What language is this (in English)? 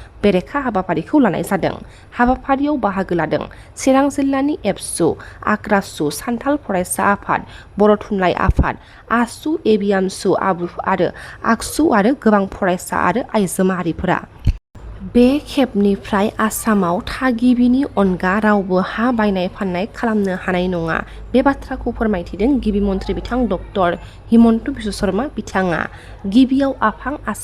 Bodo